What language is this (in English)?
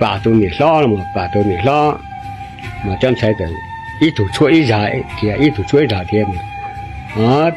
Hmong